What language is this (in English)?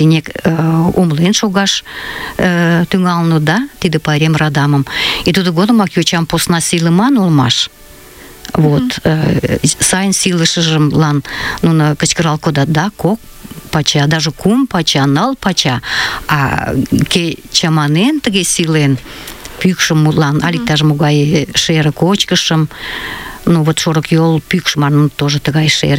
Mari